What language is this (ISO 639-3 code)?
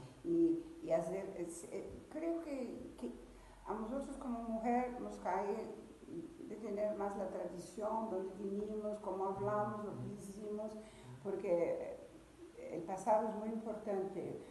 lad